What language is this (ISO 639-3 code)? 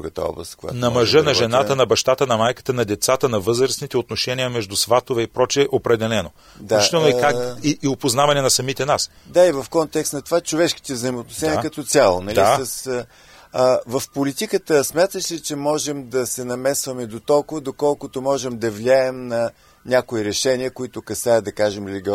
bul